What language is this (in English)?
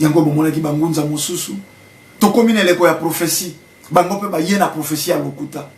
Lingala